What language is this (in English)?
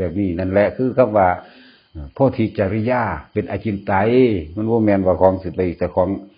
Northeastern Thai